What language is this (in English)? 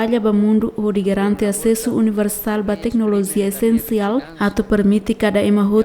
Tetum